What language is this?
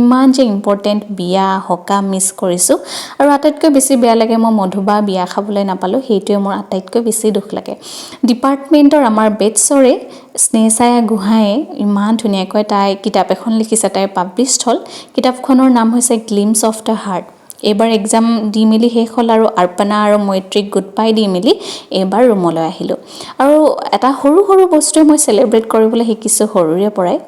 Assamese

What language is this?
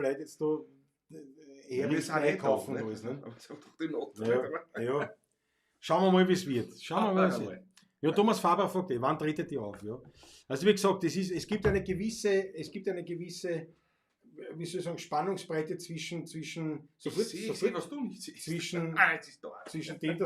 Bavarian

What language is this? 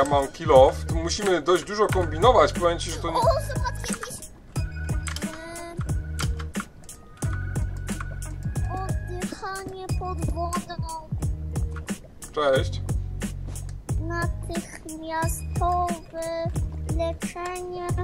Polish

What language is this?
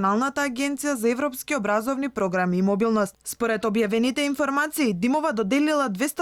Macedonian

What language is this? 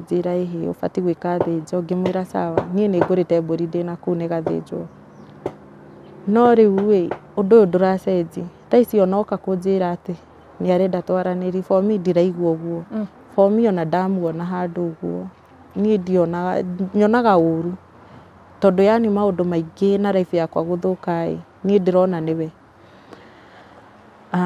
Kikuyu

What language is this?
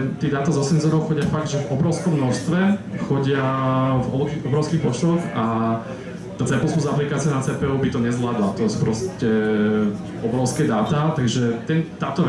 Slovak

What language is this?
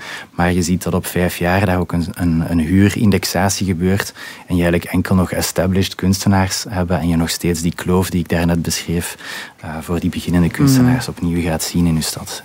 Dutch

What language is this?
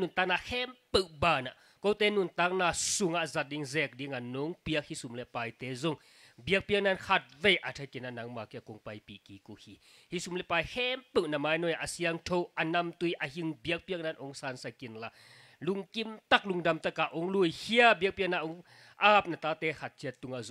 Tedim Chin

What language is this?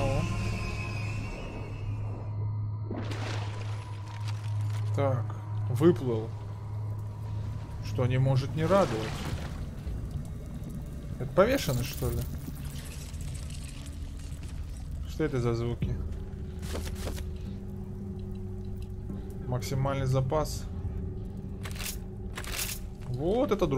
Russian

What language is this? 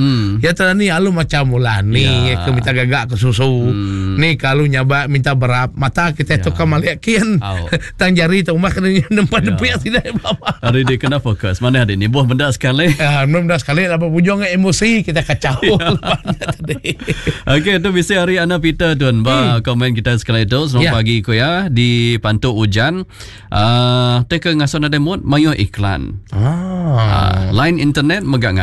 Iban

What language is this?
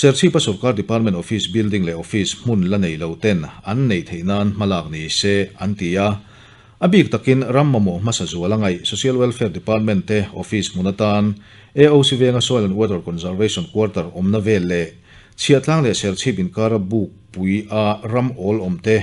Mizo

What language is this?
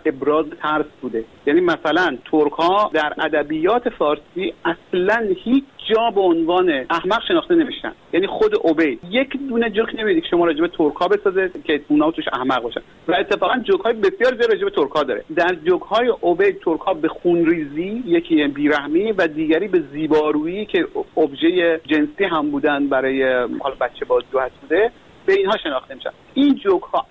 Persian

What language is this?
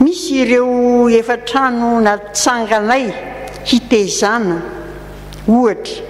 Malagasy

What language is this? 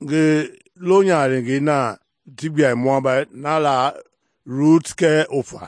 Mende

